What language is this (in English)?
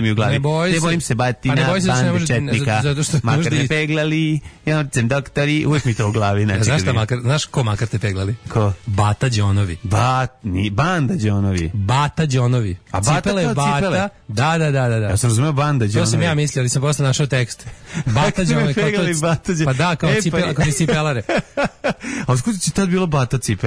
Serbian